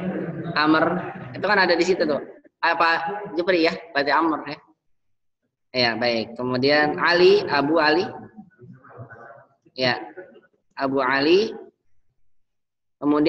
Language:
Indonesian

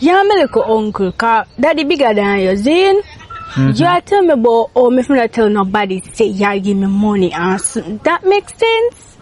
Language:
Jamaican Creole English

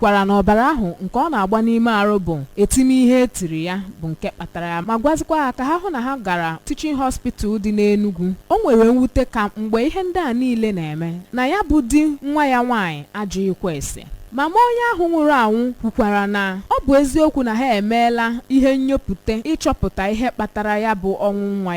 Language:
Igbo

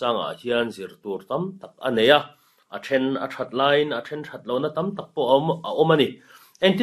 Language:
Mizo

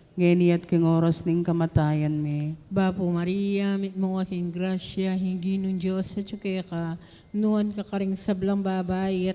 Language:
Pampanga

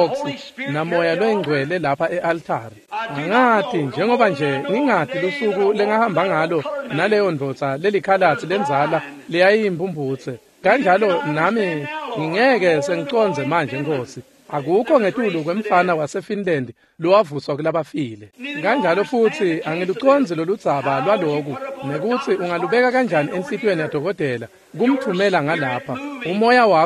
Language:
Swati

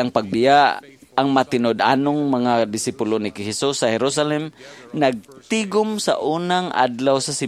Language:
Cebuano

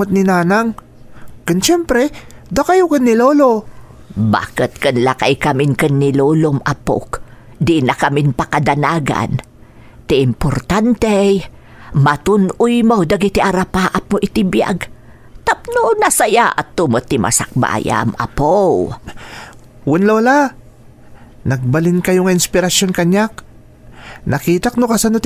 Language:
Iloko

